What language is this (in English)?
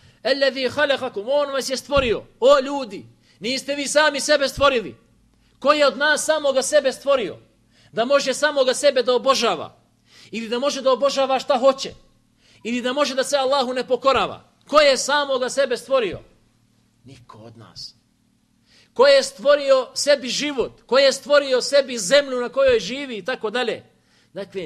Bosnian